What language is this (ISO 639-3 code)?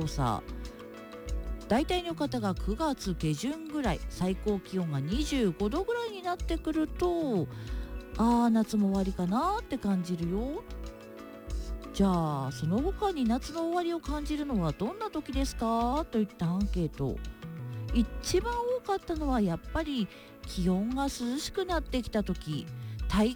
jpn